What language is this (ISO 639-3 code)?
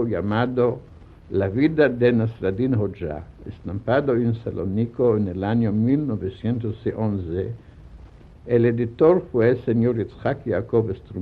lad